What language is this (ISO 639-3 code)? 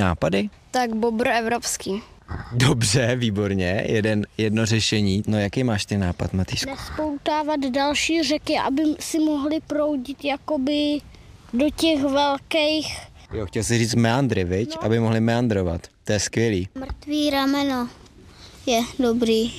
ces